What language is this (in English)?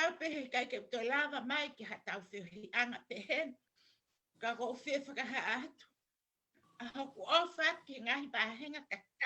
Tongan